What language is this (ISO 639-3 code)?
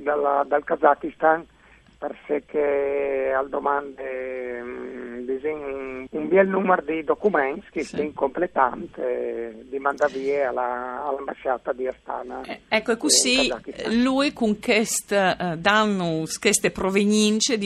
fur